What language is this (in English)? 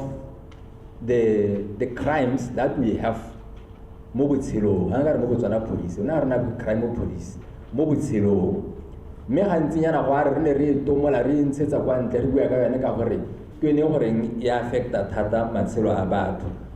Tswana